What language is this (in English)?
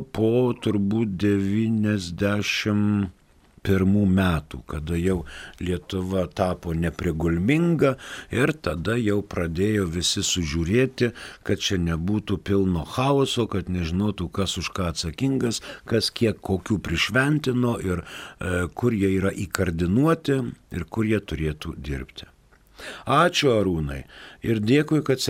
Lithuanian